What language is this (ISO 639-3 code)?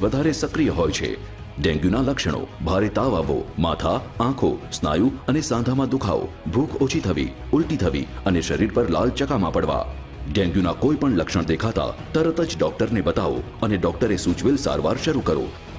guj